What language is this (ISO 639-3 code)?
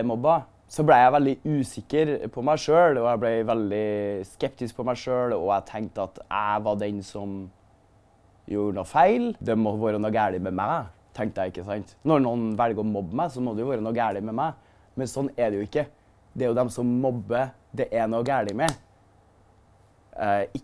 nor